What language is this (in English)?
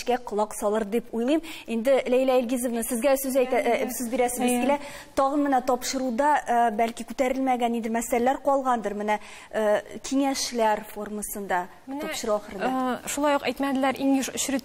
Tatar